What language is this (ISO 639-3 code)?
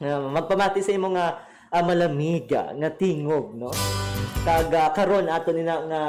hil